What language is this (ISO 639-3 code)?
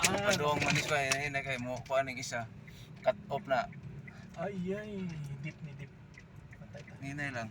ceb